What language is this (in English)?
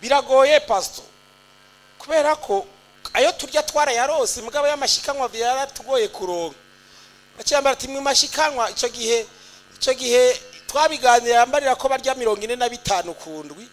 Rundi